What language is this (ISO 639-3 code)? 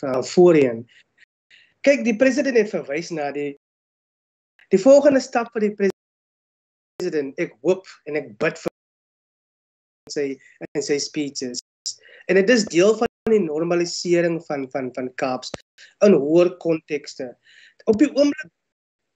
afr